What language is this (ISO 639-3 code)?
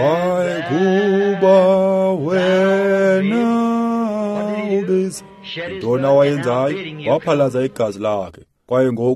xho